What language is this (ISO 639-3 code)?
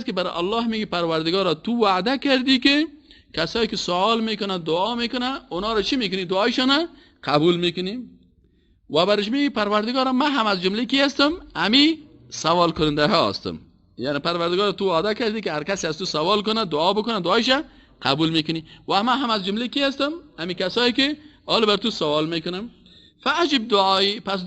fas